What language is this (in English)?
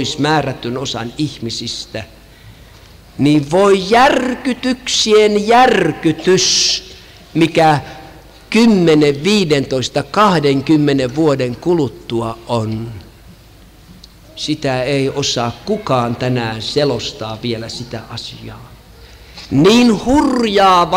Finnish